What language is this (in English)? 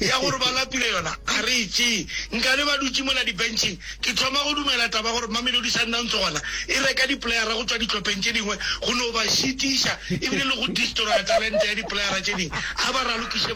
Northern Sotho